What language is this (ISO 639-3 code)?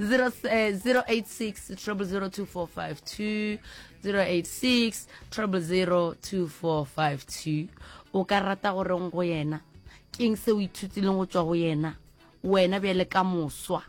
nso